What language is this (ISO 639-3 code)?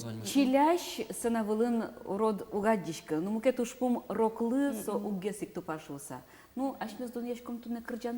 udm